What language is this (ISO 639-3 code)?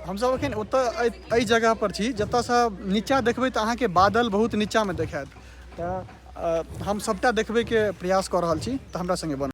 mai